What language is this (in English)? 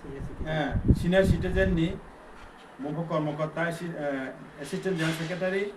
Riang (India)